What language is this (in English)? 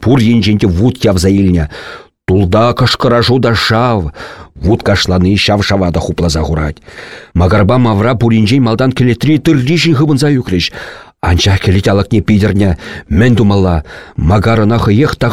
Chuvash